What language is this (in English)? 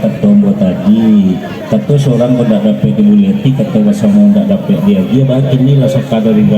Minangkabau